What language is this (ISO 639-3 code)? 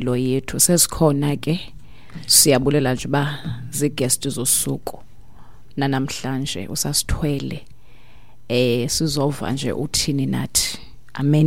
xho